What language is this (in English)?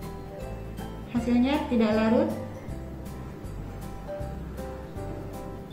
Indonesian